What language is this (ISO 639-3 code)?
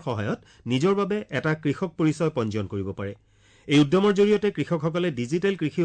asm